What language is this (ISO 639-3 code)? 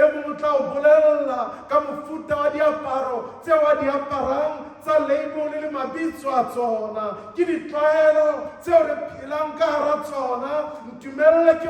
sot